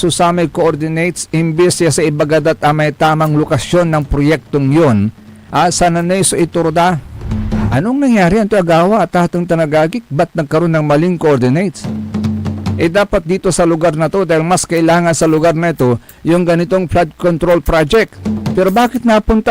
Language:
Pangasinan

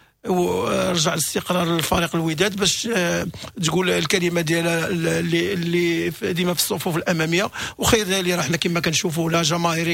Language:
Moroccan Arabic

